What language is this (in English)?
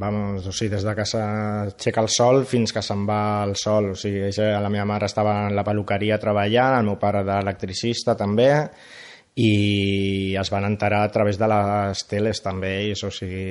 Catalan